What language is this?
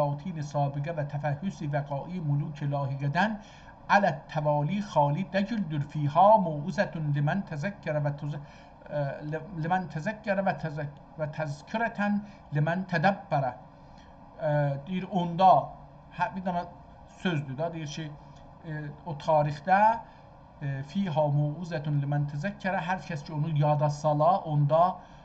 South Azerbaijani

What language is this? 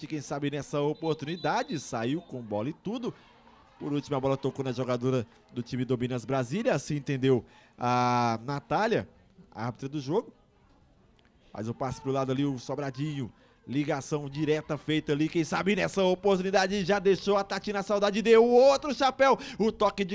Portuguese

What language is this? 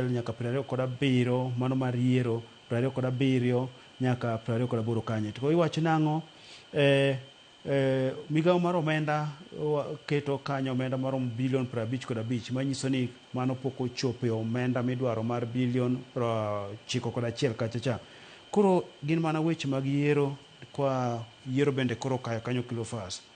Luo (Kenya and Tanzania)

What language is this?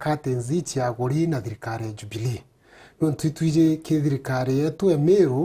Meru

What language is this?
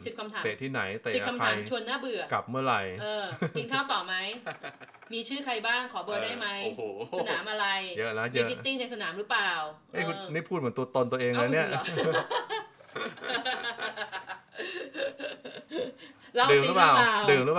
Thai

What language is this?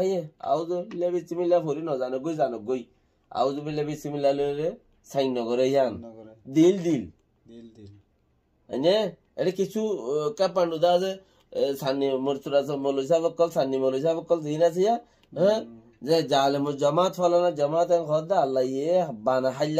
Rohingya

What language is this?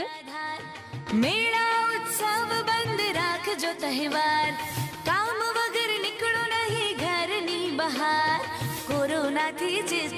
Gujarati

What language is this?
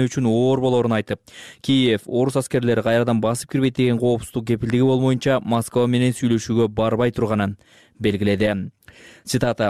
Kyrgyz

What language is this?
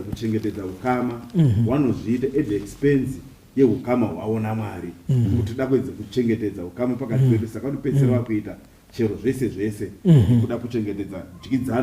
Shona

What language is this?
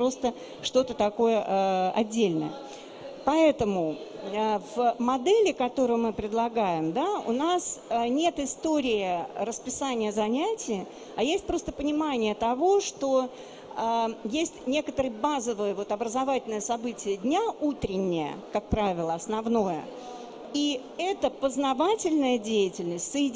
Russian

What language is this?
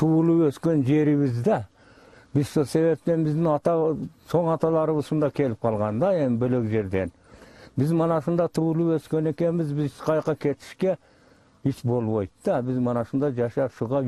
Kyrgyz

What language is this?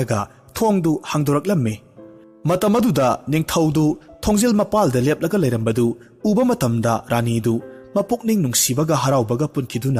Manipuri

